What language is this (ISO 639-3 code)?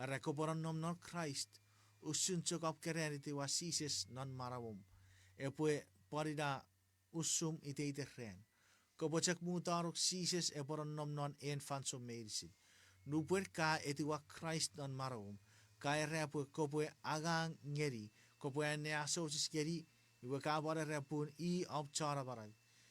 chk